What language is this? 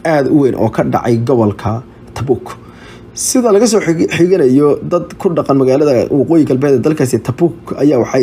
Somali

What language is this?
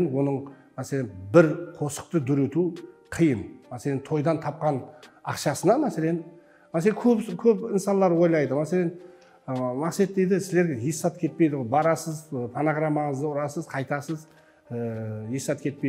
Kara-Kalpak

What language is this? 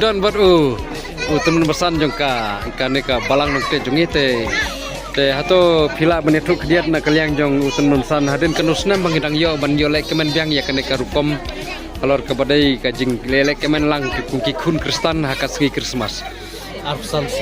Khasi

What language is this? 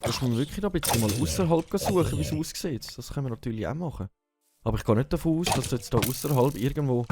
Swiss German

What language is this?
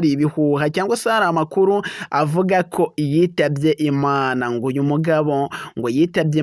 Kinyarwanda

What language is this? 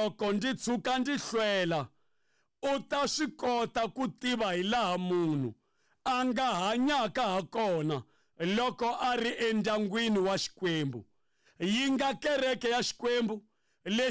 Tsonga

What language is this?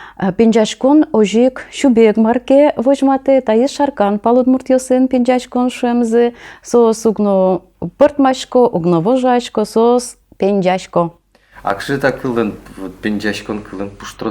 Udmurt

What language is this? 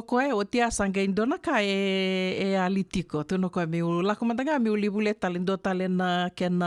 Fijian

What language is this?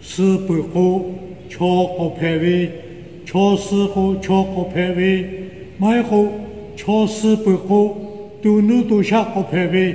Lahu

